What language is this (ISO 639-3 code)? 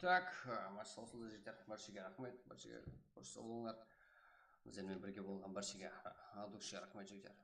kaa